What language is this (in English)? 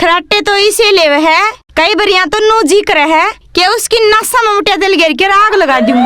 Haryanvi